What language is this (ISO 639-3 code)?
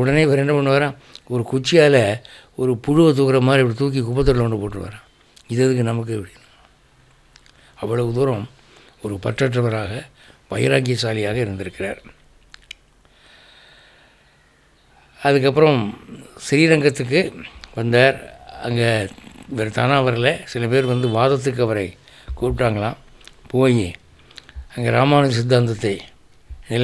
tam